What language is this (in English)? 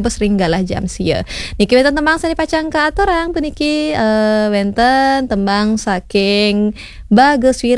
Balinese